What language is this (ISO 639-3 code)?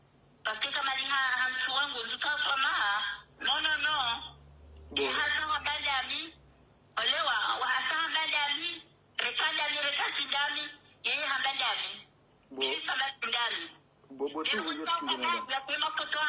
swa